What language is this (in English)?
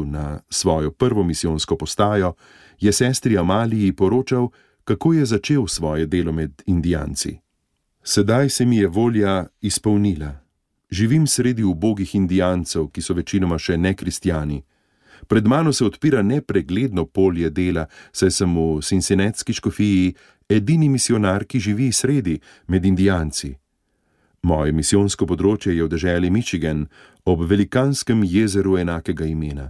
Slovenian